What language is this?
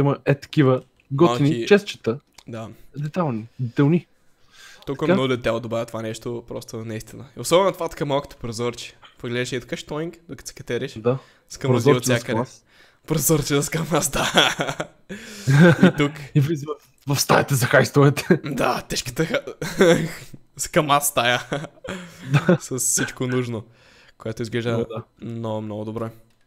Bulgarian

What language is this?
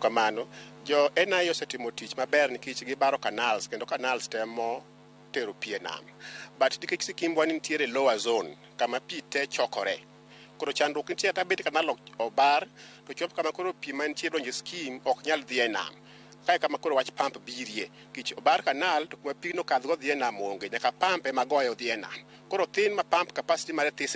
Luo (Kenya and Tanzania)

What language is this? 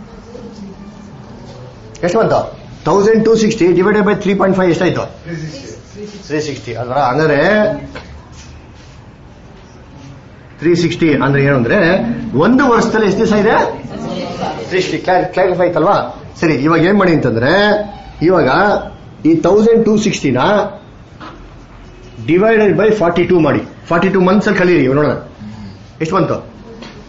Kannada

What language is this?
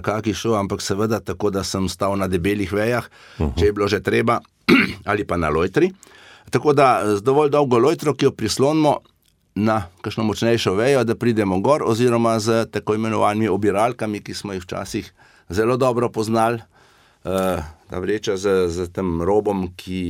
Slovenian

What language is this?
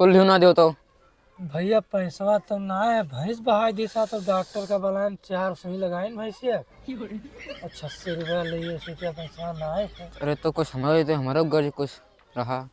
Awadhi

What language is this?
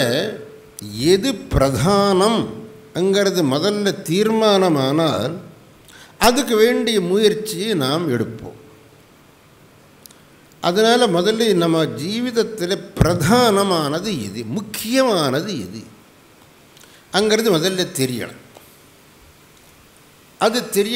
Tamil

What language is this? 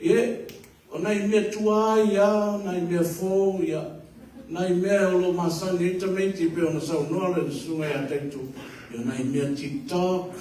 Samoan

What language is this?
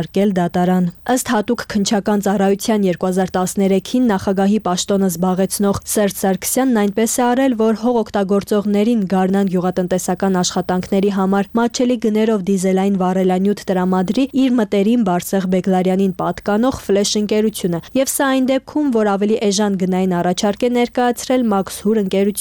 Armenian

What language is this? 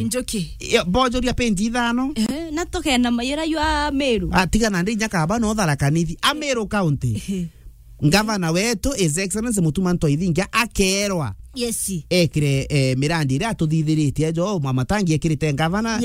Meru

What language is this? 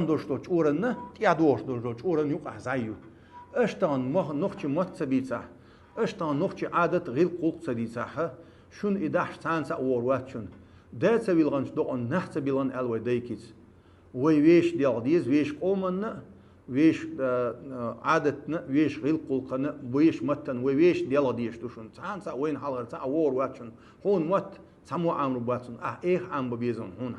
Chechen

